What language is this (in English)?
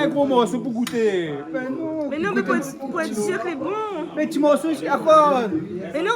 Réunion Creole French